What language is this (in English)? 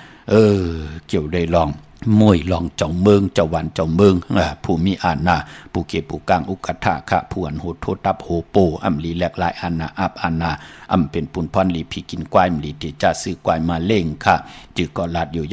Shan